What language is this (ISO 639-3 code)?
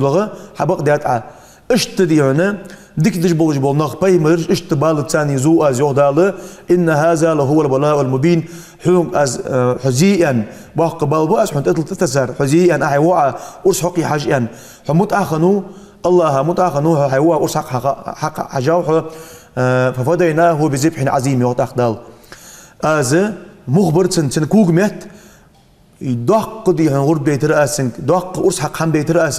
inh